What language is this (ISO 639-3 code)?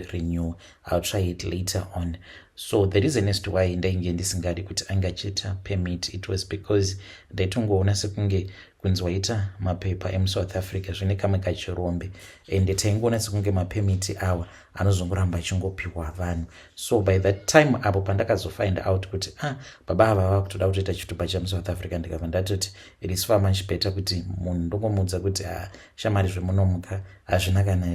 sna